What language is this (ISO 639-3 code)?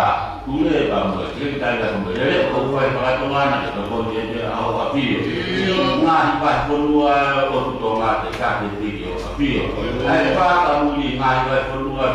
ton